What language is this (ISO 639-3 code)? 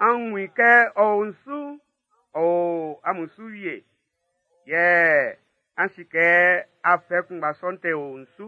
bci